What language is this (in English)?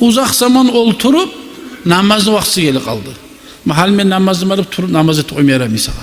Kumyk